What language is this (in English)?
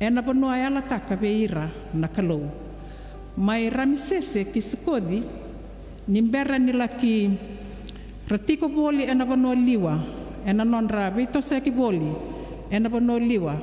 Fijian